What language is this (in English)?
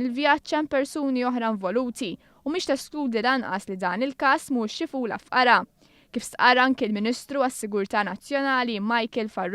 Maltese